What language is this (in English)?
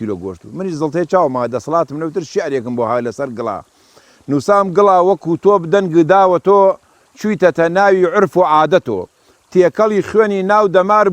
Central Kurdish